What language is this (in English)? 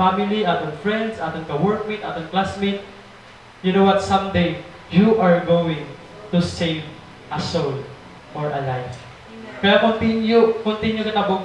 Waray